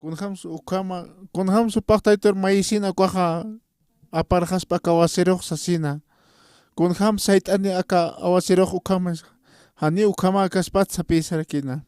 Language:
Aymara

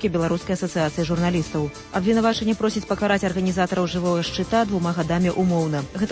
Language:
Belarusian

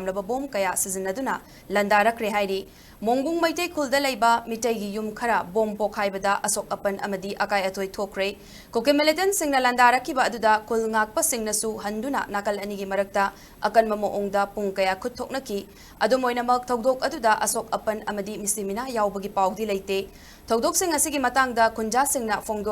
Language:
Manipuri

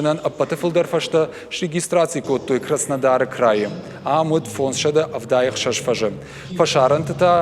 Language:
Ossetic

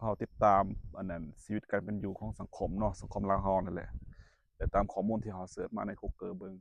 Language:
Lao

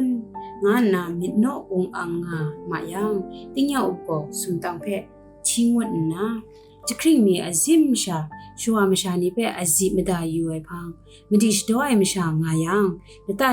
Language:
Kachin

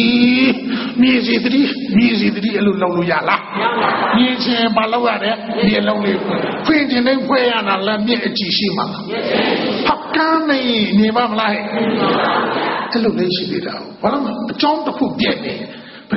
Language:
Burmese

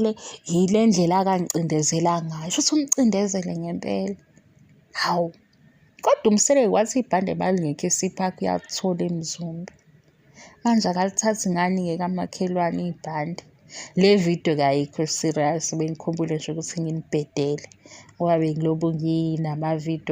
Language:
Zulu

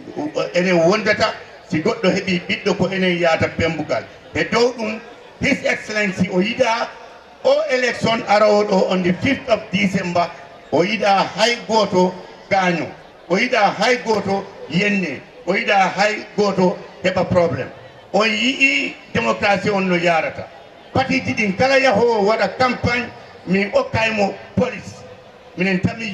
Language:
Fula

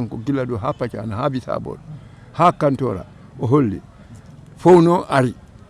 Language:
Fula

